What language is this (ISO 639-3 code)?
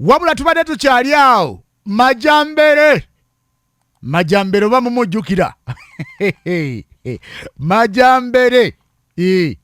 lug